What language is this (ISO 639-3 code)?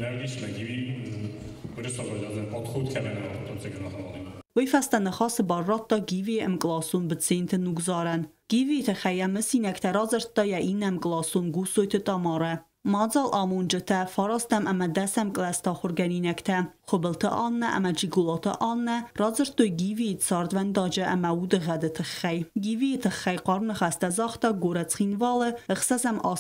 oss